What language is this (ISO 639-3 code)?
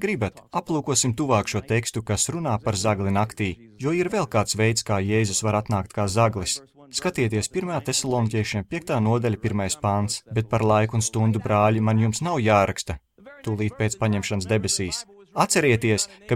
lav